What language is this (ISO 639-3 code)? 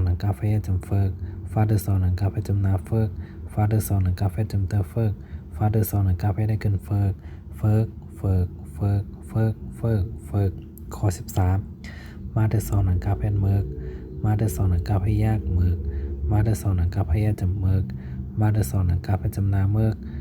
shn